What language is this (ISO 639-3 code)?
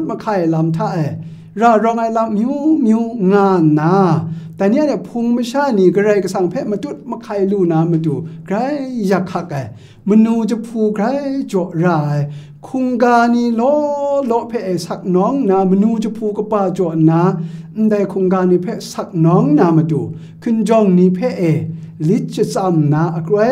kac